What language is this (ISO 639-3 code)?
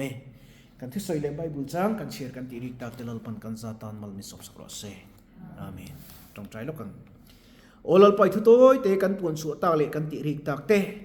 lus